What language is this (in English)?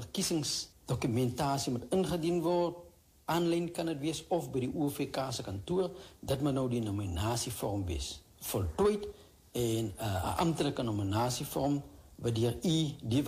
Afrikaans